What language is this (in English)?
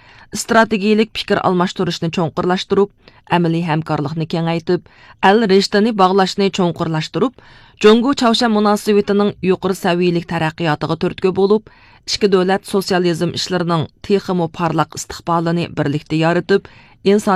Uyghur